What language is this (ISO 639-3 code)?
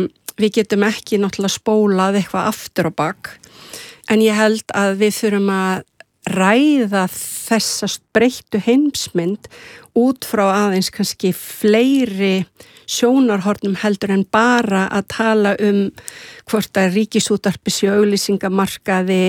isl